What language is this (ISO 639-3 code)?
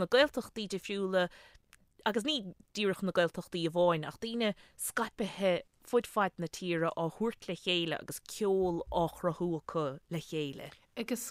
gle